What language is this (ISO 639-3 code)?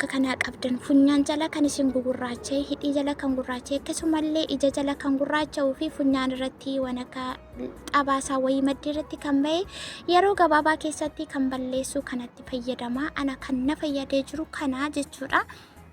orm